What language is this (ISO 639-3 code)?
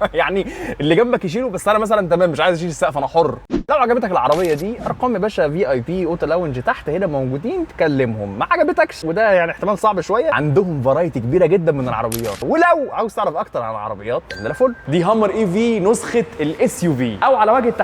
arz